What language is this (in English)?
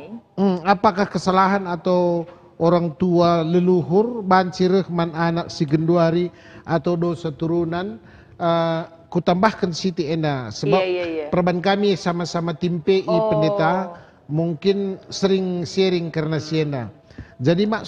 Batak Karo